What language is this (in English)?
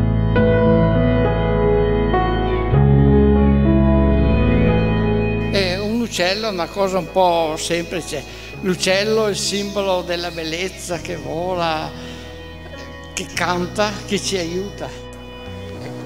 Italian